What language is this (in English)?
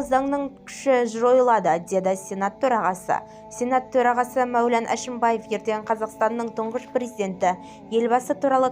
Kazakh